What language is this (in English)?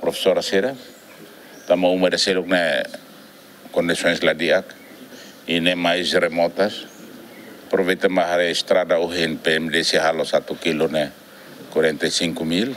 Tetum